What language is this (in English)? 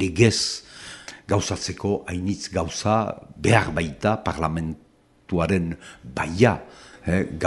Basque